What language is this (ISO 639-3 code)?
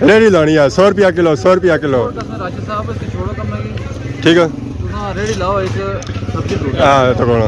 phr